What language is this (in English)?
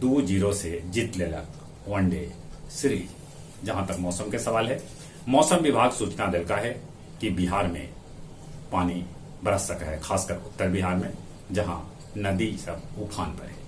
Magahi